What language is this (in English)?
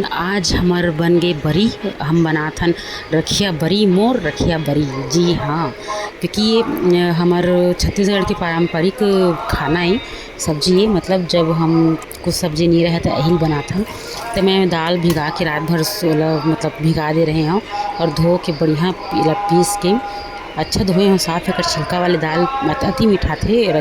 Chhattisgarhi